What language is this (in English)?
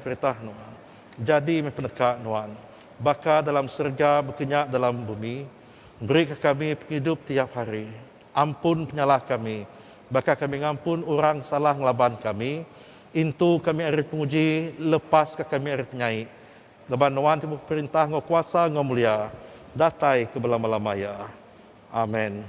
Iban